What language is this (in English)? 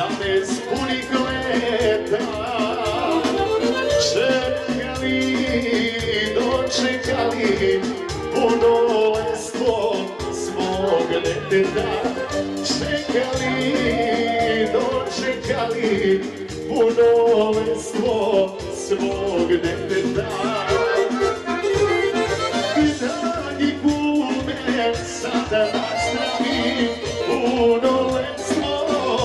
Serbian